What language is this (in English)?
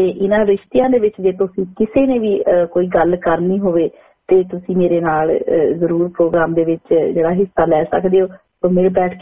Punjabi